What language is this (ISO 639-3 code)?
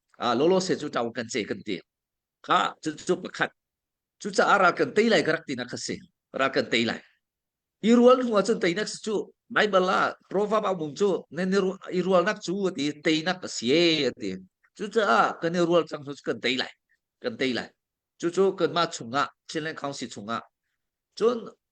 cnh